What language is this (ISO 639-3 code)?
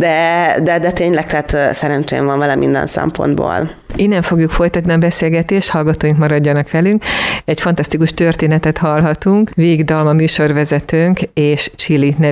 hun